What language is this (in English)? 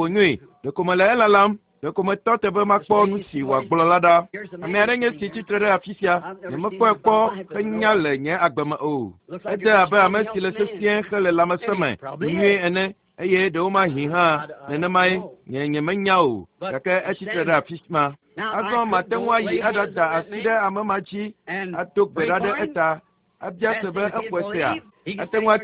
Ewe